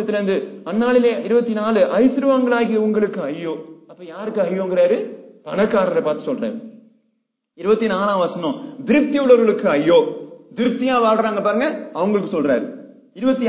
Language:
Tamil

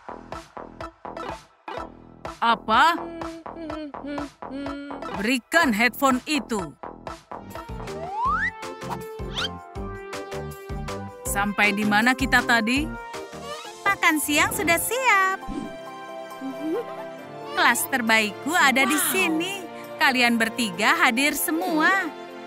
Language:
Indonesian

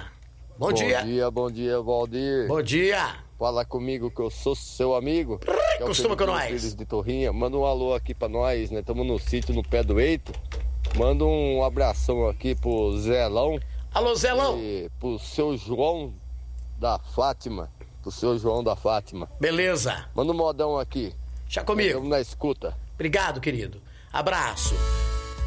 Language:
Portuguese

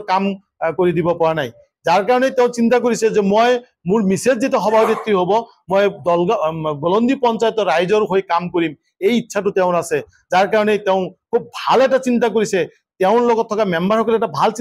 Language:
Assamese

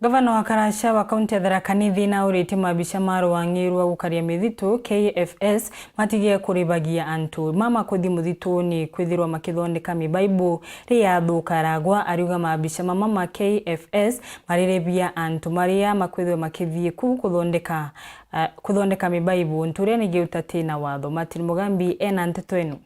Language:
Meru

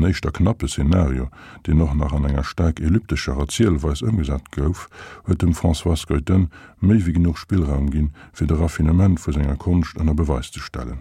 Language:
Luxembourgish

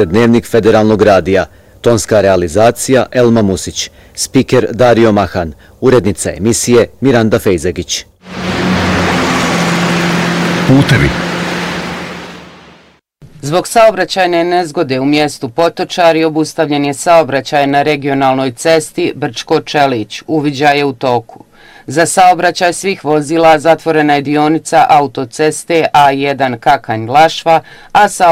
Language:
Bosnian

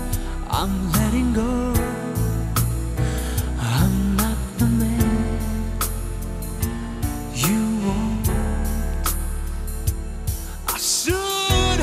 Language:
English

